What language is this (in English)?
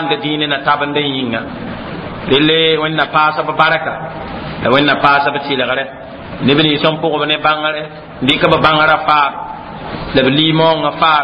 Mossi